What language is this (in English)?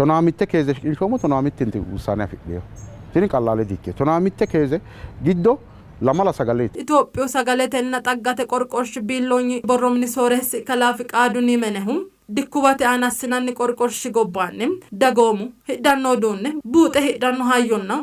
Sidamo